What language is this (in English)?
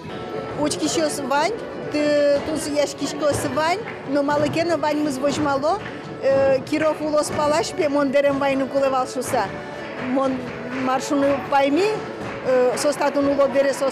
Udmurt